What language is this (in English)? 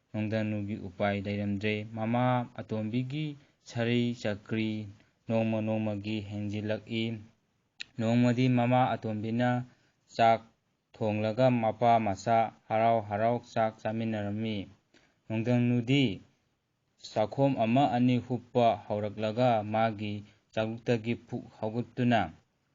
Manipuri